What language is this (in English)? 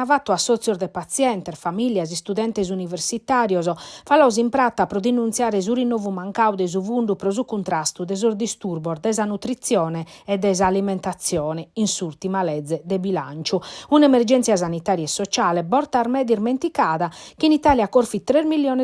Sardinian